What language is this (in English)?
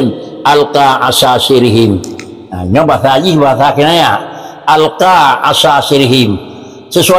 Achinese